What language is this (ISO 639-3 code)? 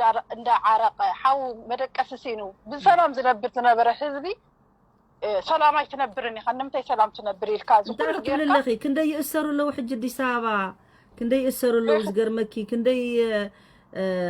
tir